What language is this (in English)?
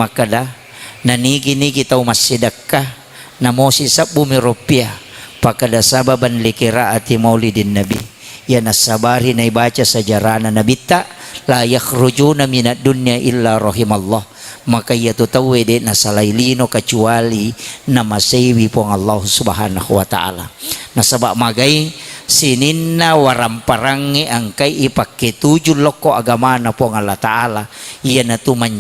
Buginese